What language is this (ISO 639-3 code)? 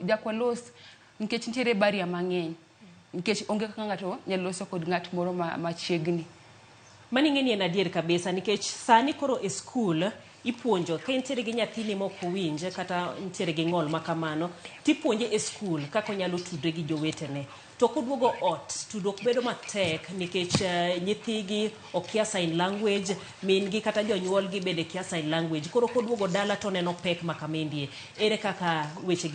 luo